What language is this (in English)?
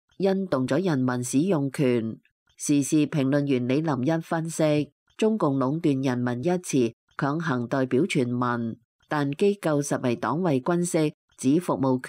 Cantonese